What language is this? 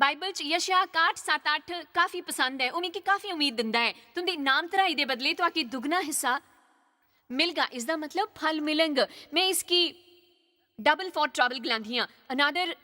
Dogri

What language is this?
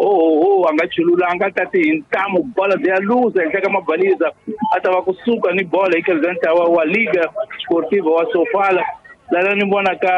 Tsonga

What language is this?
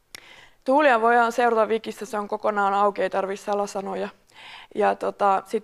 Finnish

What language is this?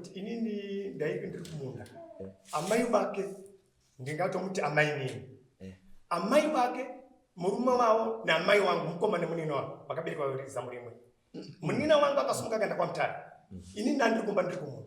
Shona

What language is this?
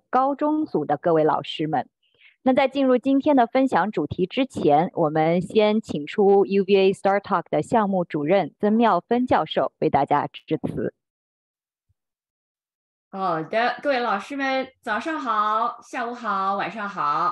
Chinese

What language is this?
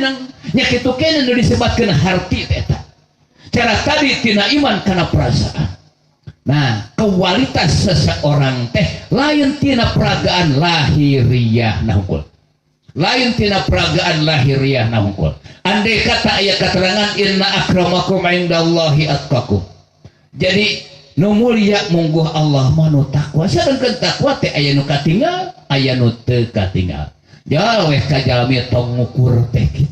Sundanese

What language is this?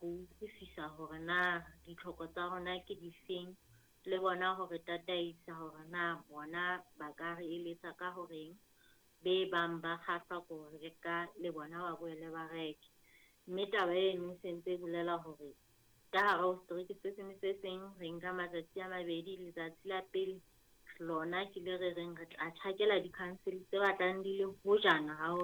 Southern Sotho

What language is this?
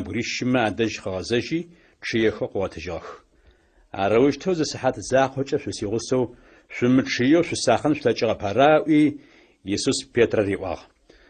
Adyghe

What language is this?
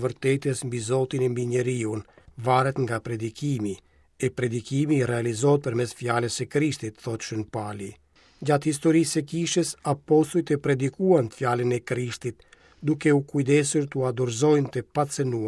Albanian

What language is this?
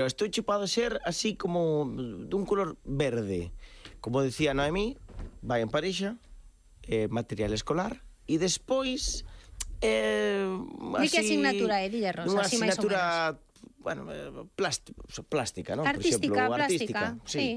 Galician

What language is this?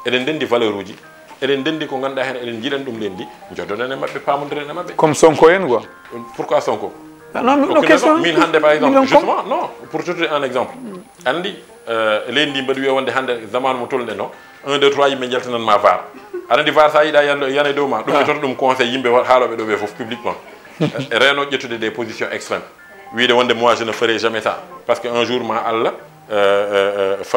Fula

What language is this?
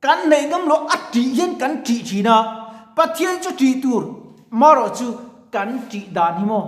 Mizo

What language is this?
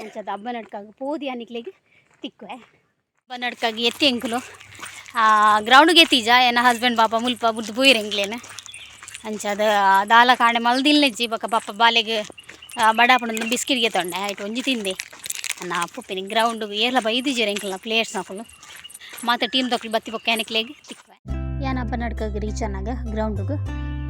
Tulu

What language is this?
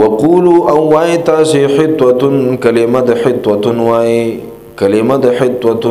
Pashto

